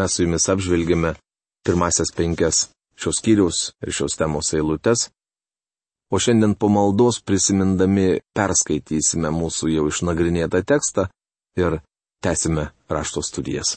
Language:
Lithuanian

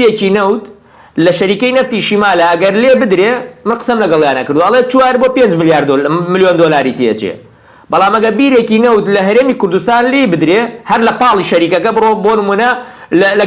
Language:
Central Kurdish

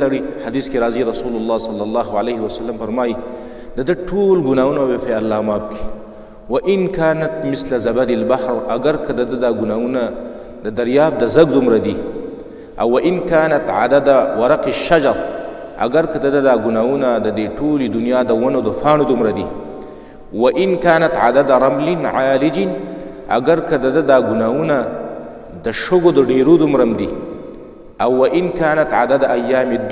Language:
Pashto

